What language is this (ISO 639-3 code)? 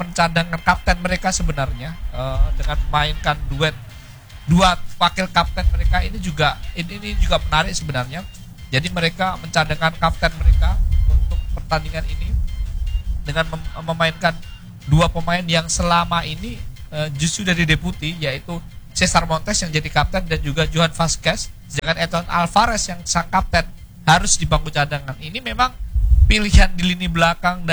ind